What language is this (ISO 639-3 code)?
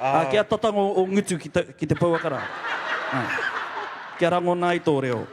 mri